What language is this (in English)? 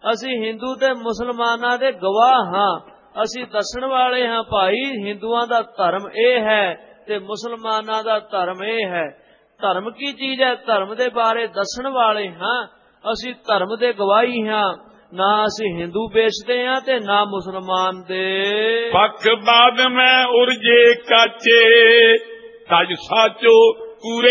Punjabi